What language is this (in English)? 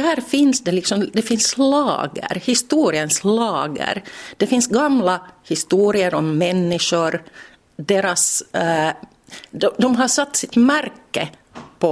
Swedish